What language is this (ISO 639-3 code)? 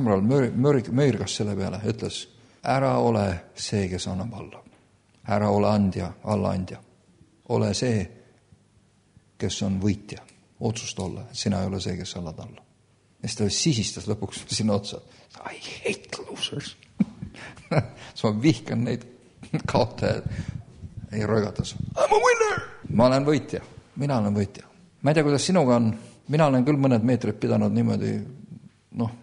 est